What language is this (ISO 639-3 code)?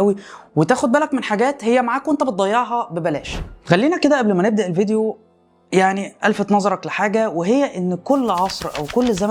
arz